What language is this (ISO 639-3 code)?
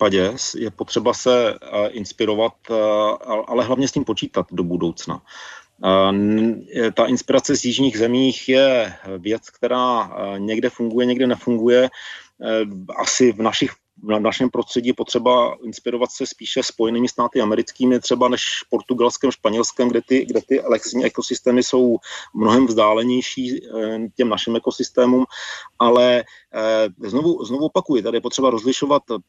ces